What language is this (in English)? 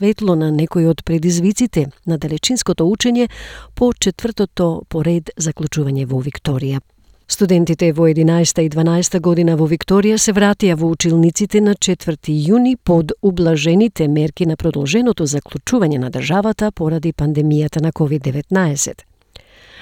Macedonian